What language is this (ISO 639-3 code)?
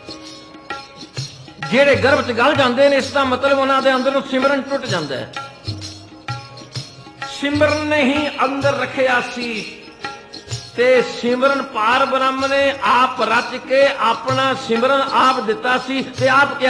pan